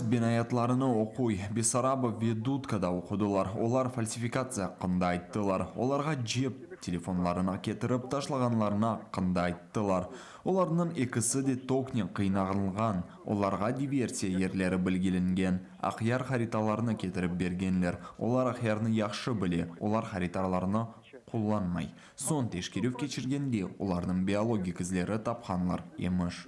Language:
Crimean Tatar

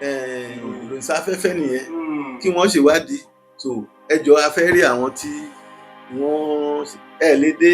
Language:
Yoruba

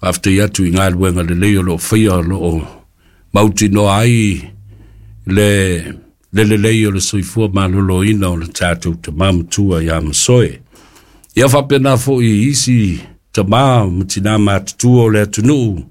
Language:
Samoan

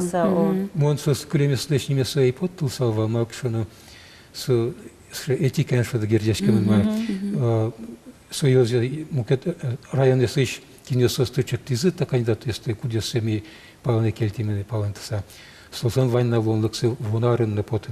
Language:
Udmurt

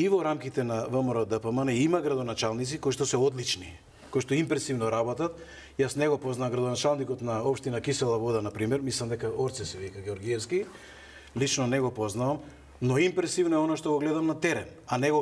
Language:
Macedonian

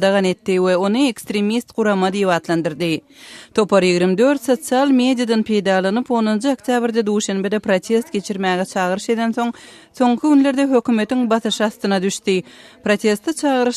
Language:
Turkmen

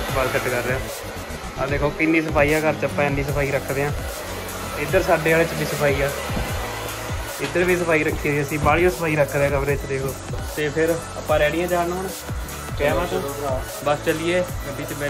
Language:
Punjabi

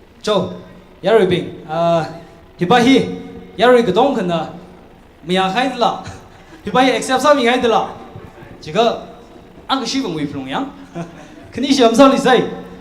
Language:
Tangkhul Naga (India)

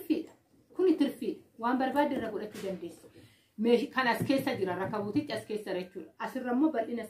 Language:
Oromo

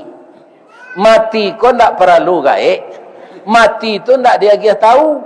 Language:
Minangkabau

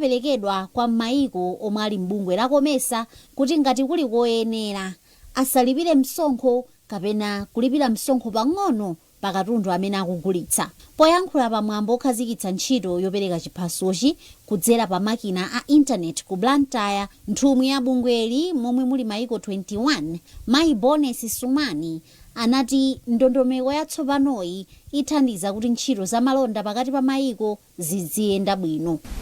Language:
Nyanja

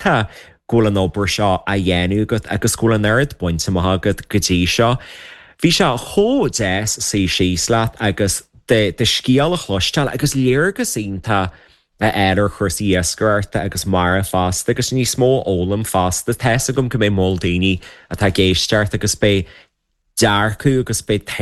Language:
Irish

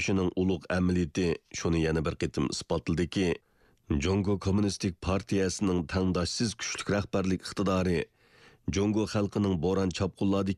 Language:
Uyghur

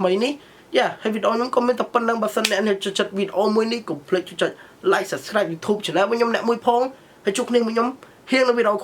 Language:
Khmer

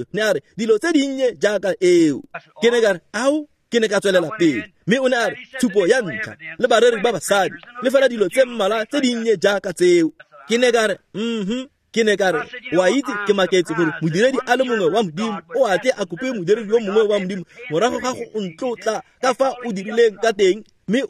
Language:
Tswana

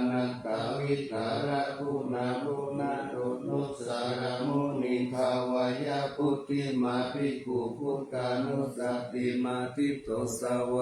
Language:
Pali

